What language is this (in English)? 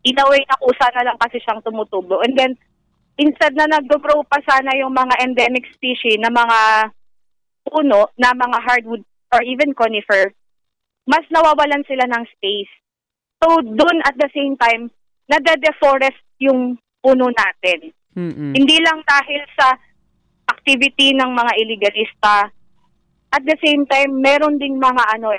Filipino